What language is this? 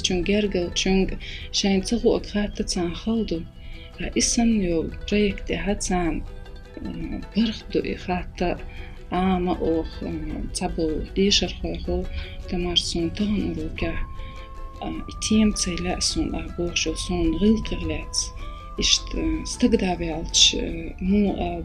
Chechen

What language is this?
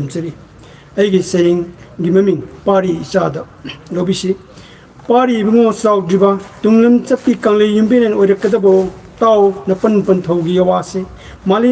Manipuri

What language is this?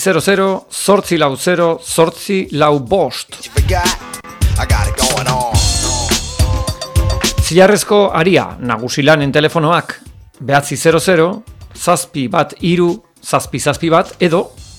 Basque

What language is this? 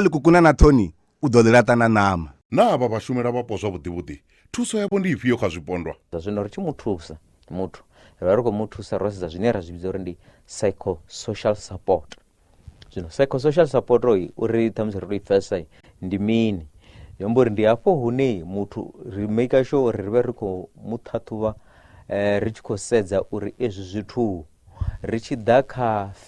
Venda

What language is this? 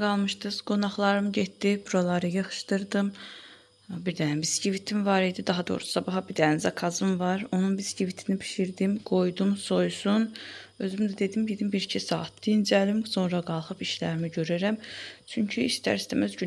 Azerbaijani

